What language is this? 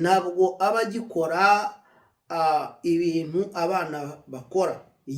Kinyarwanda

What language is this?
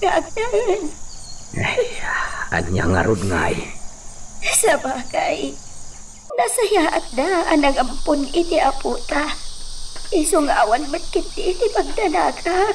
Iloko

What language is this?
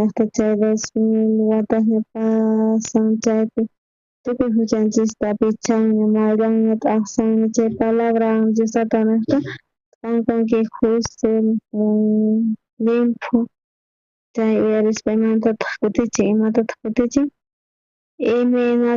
South Bolivian Quechua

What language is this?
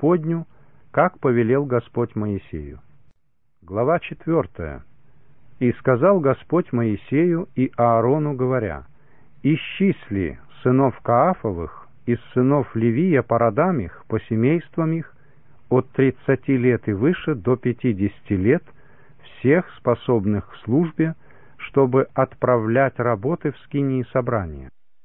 Russian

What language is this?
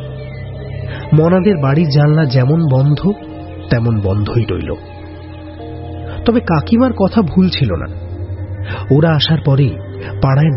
Bangla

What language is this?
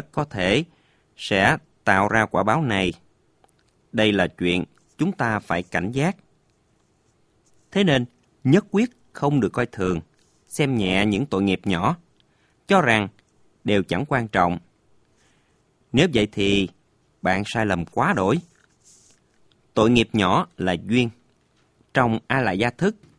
Vietnamese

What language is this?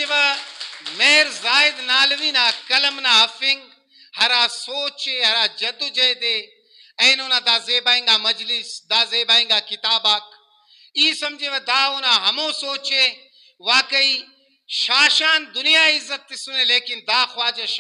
Brahui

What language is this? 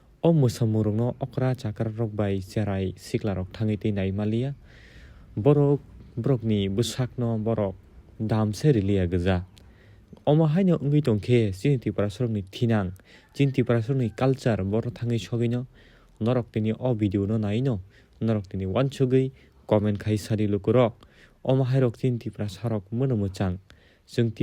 Kok Borok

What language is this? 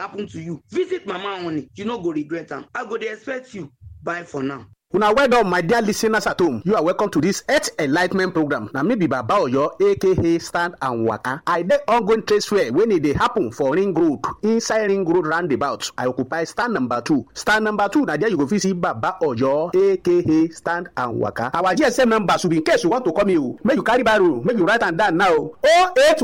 Nigerian Pidgin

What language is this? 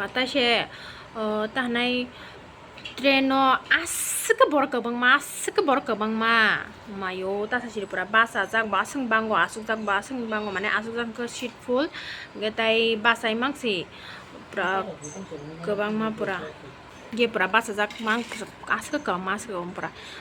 Kok Borok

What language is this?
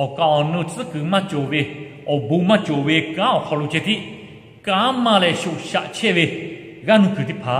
Lahu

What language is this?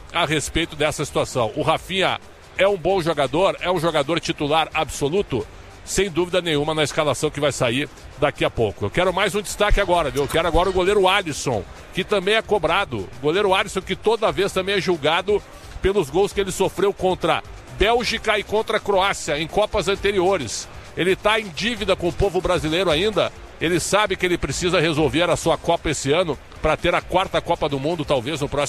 Portuguese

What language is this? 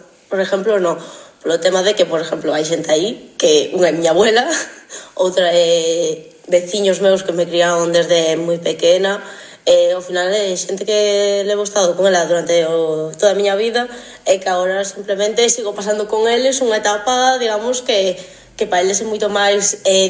Galician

